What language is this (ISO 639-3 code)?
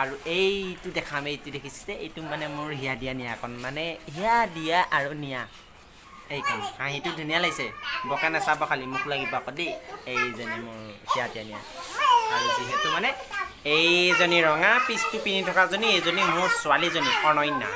asm